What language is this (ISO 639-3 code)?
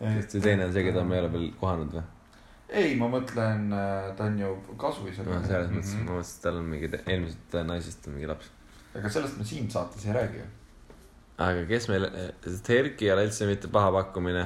est